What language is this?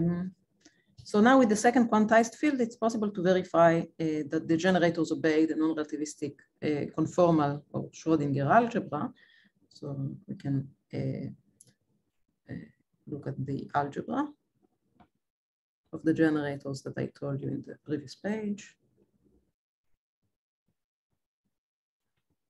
English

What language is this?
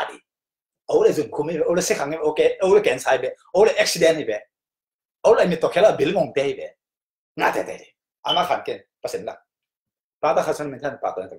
Tedim Chin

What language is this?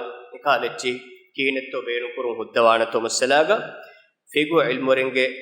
Divehi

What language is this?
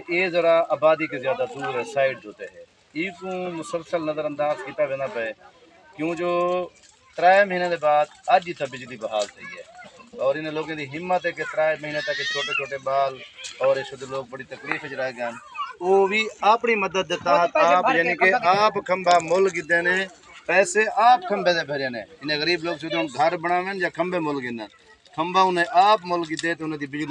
Saraiki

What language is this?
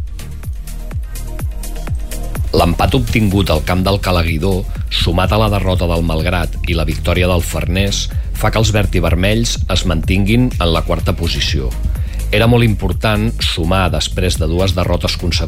Catalan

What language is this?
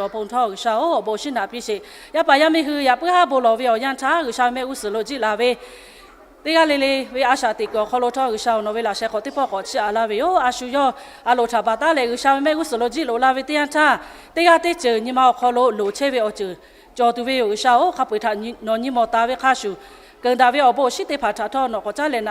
Lahu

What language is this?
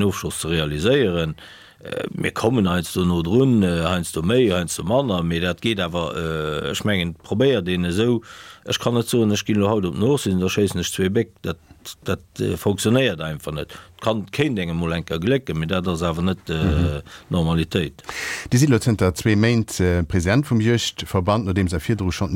Luxembourgish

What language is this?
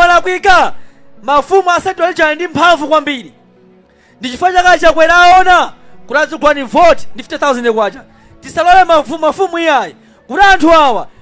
Nyanja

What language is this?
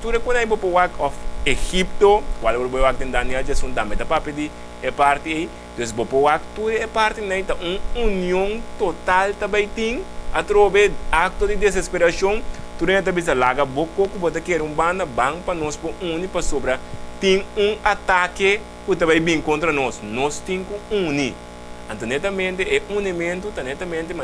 Papiamento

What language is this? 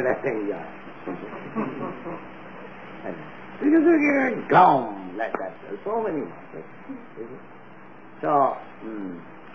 English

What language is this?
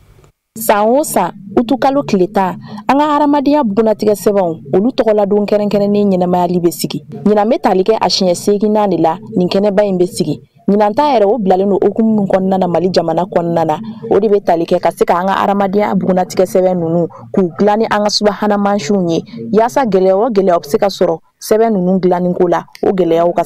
Bambara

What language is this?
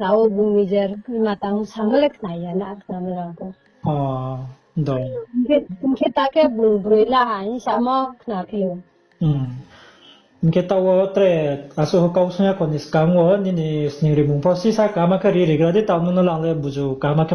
Riang (India)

